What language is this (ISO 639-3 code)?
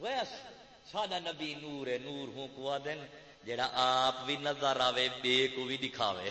skr